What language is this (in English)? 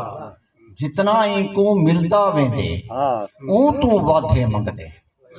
Saraiki